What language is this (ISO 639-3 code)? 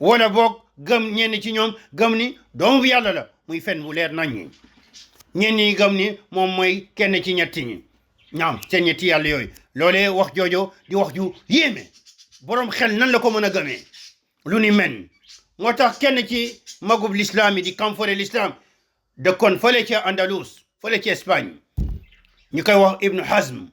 wol